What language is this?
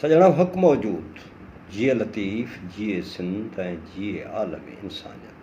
Sindhi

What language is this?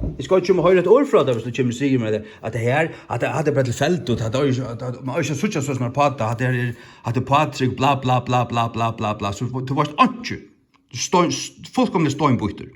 Faroese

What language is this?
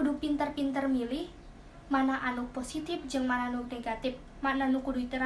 Sundanese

